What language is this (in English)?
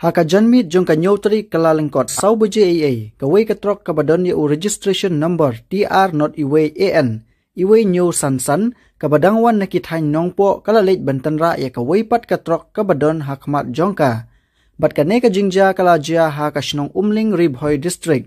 Khasi